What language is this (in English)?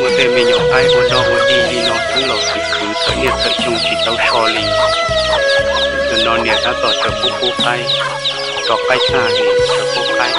Hmong